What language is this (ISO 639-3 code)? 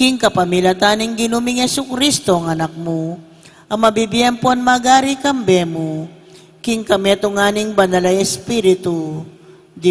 pam